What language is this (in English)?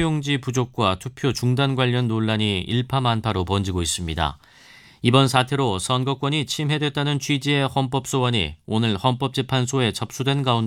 Korean